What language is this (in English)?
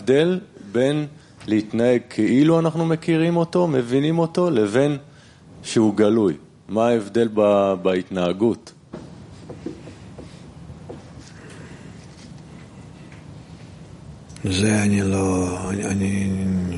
Hebrew